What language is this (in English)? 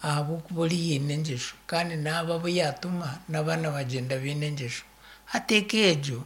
Nyankole